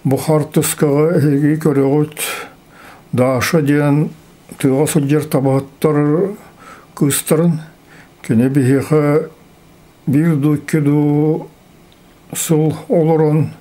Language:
Yakut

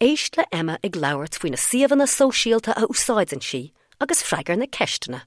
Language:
Irish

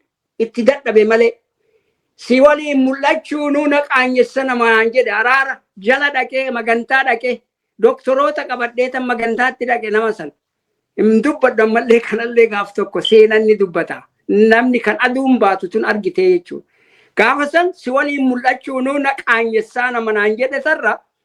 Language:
Oromo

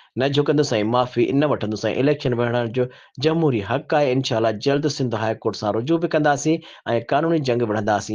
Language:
Sindhi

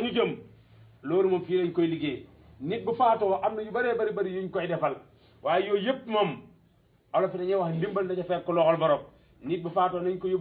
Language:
Wolof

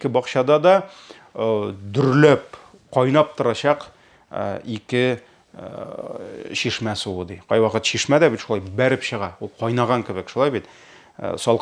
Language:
Tatar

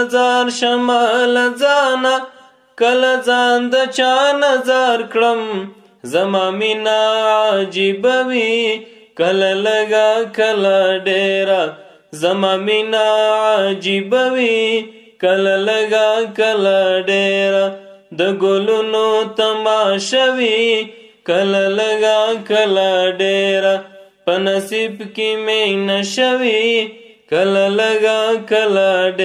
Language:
Pashto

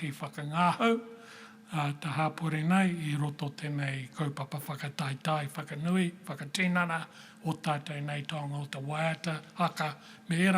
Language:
Māori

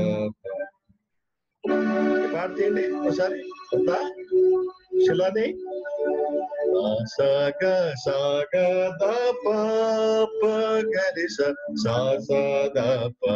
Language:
Telugu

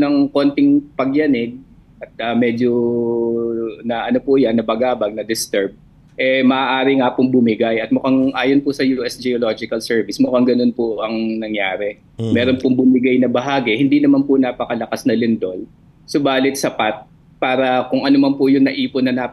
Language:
Filipino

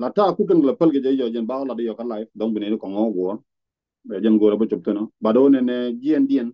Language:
Nuer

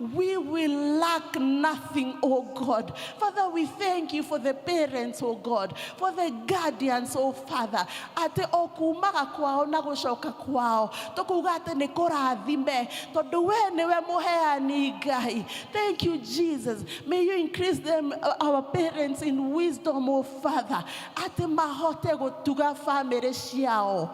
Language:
Kikuyu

